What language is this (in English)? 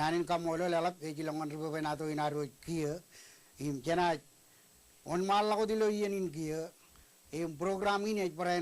Marshallese